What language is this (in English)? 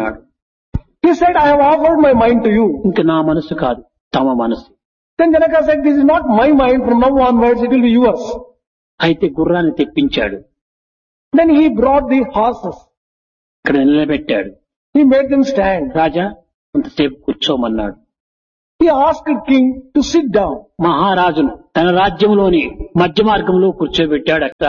Telugu